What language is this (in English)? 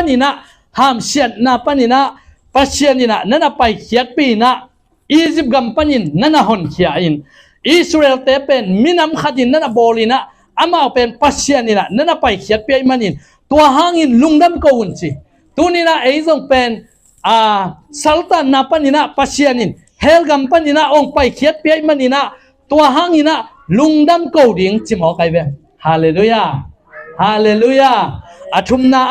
Tedim Chin